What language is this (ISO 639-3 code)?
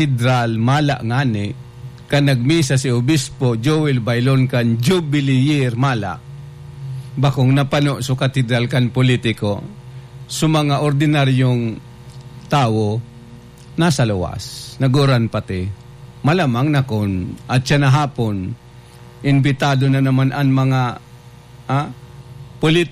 bik